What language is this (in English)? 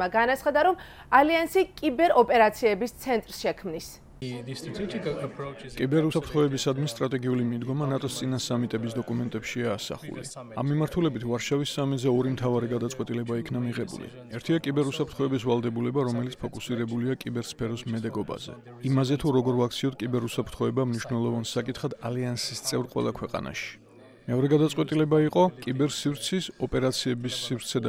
Georgian